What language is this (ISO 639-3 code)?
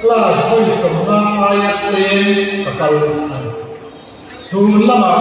lus